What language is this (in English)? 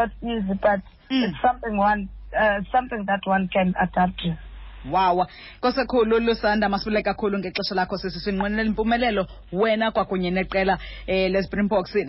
Xhosa